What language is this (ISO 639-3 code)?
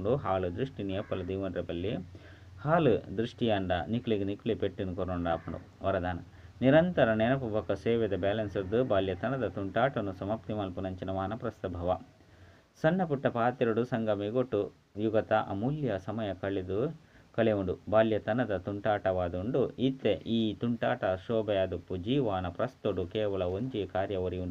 tcy